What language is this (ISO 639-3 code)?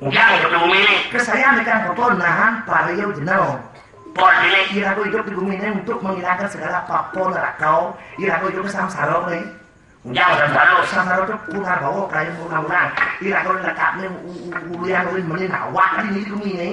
ban